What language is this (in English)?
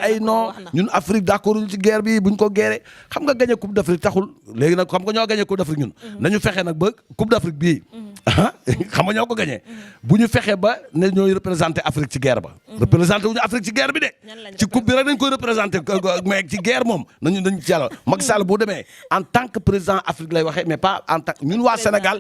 Wolof